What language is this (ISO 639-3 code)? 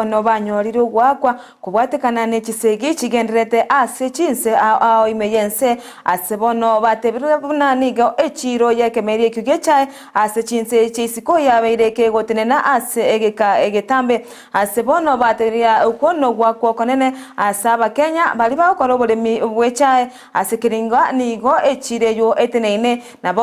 guz